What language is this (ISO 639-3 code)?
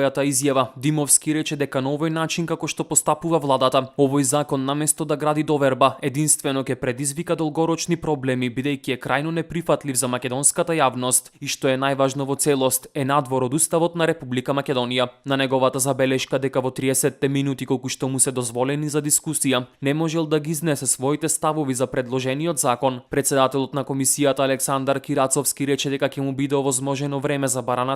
mkd